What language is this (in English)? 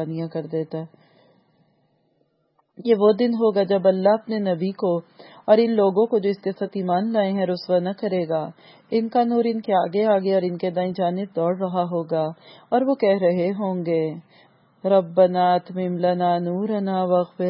Urdu